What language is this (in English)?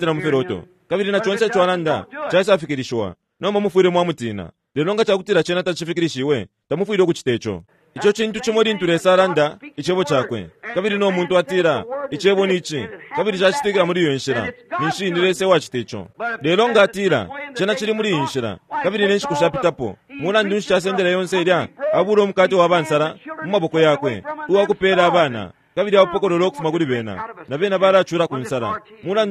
Bemba